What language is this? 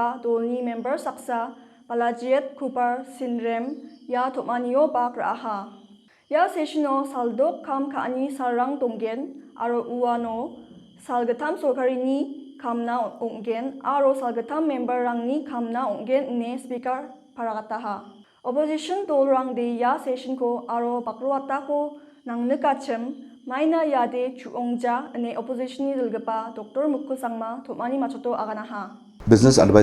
Garo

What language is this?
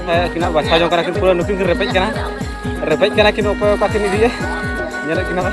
Santali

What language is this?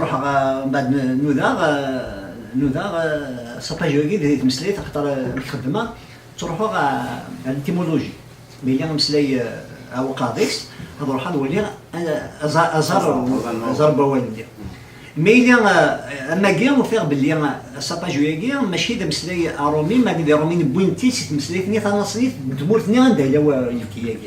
Kabyle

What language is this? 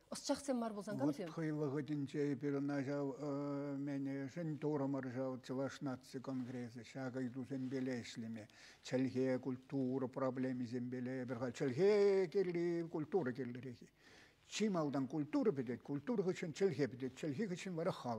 Chuvash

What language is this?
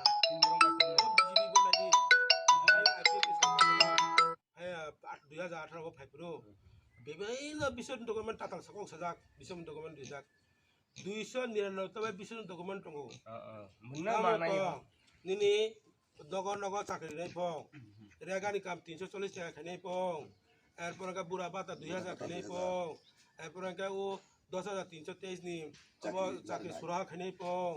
Kok Borok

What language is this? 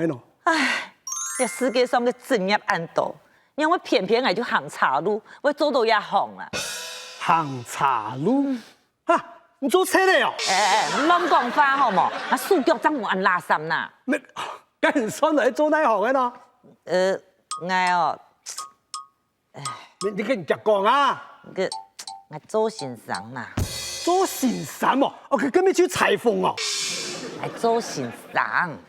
Hakka Chinese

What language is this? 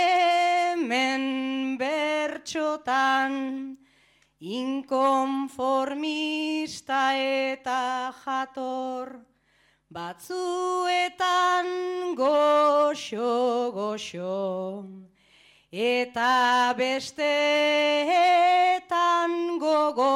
Basque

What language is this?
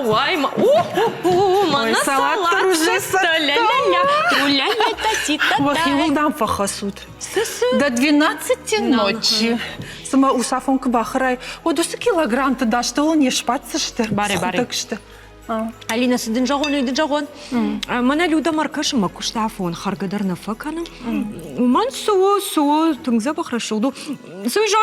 Ossetic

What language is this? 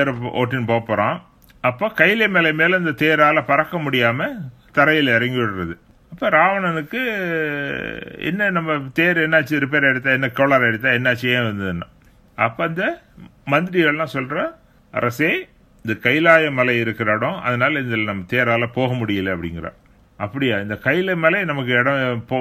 Tamil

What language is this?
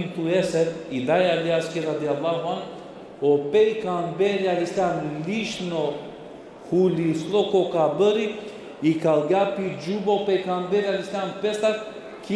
Balkan Romani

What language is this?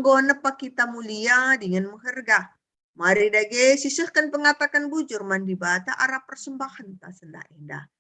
Batak Karo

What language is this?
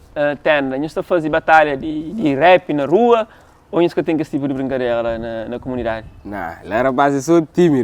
Kabuverdianu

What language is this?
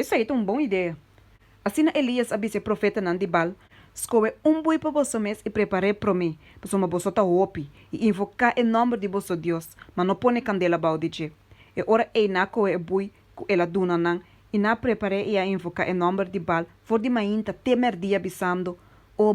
Papiamento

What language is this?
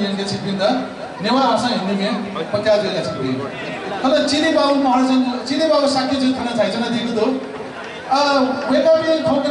Newari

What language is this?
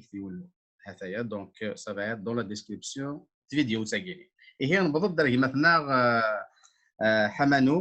Kabyle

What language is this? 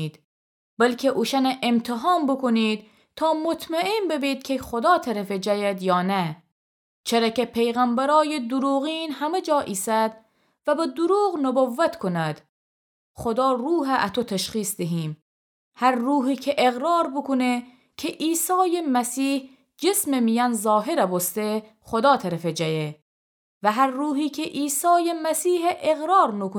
Gilaki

